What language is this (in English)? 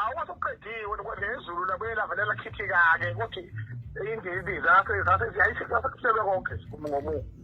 Zulu